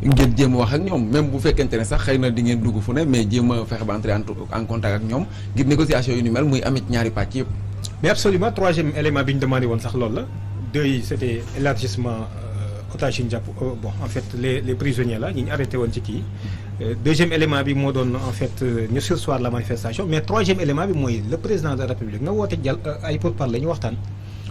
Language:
Wolof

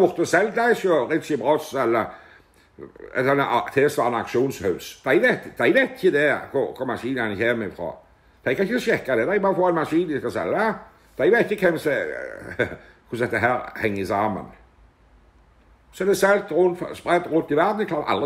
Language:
Norwegian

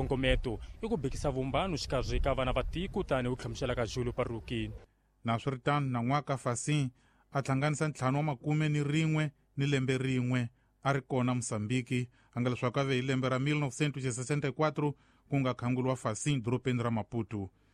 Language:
Tsonga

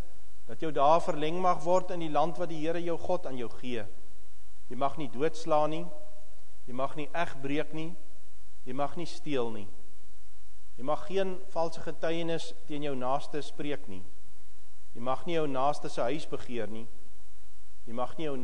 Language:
Afrikaans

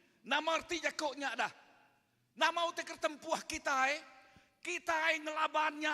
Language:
Iban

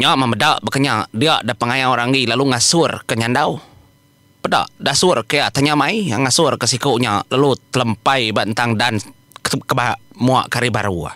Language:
Iban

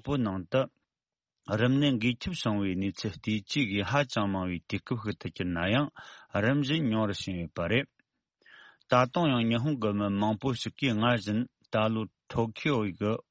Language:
Tibetan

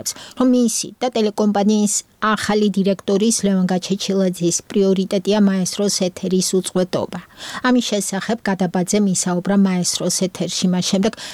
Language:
Georgian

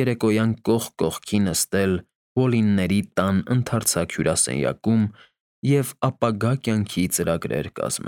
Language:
Armenian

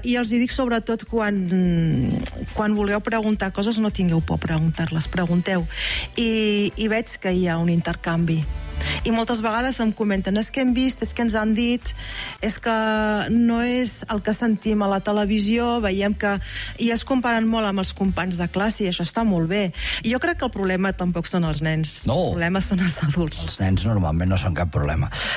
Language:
Catalan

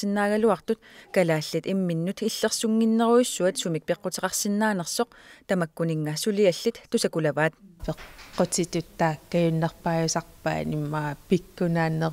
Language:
Kalaallisut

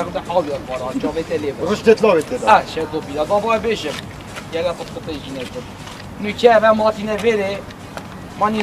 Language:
Kurdish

